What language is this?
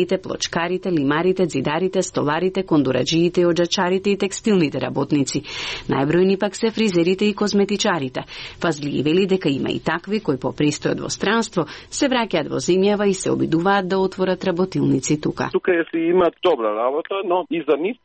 Macedonian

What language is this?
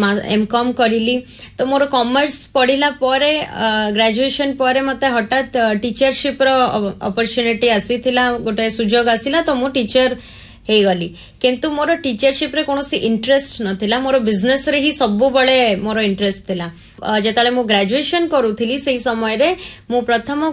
Odia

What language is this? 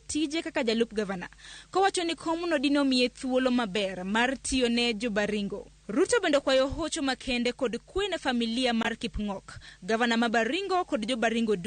Luo (Kenya and Tanzania)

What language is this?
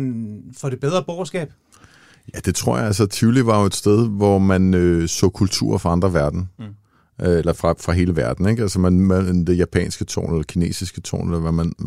Danish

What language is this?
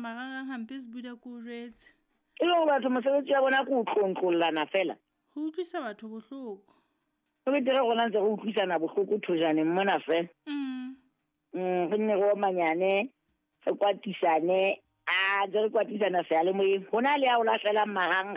Southern Sotho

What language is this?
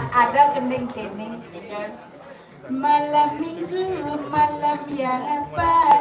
Balinese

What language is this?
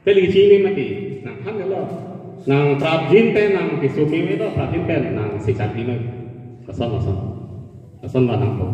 Karbi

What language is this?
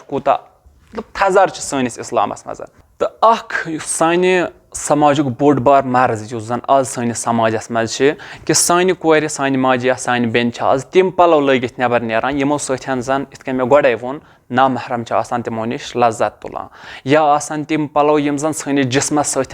Kashmiri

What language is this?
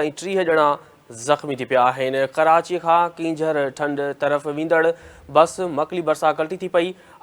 Sindhi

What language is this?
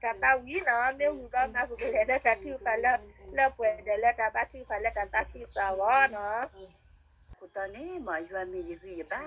S'gaw Karen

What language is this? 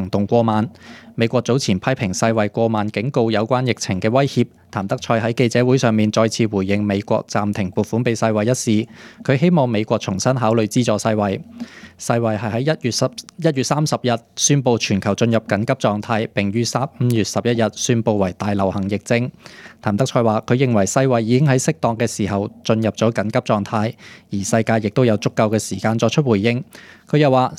Cantonese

